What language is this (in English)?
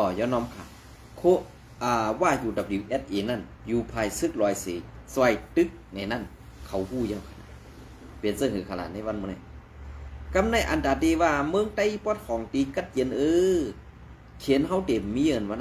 Shan